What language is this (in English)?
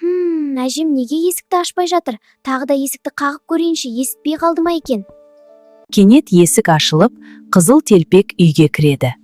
Kazakh